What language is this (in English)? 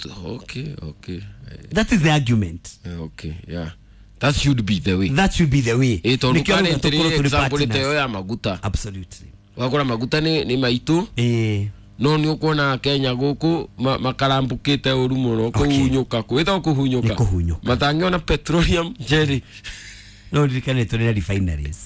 Kikuyu